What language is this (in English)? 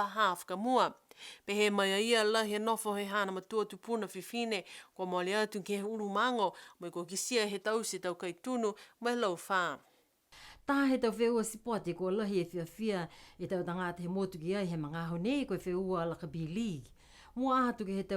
Niuean